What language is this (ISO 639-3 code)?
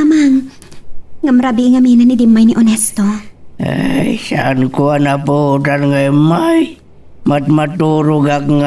ilo